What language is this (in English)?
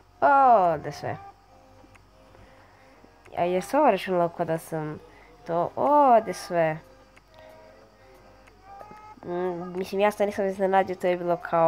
Croatian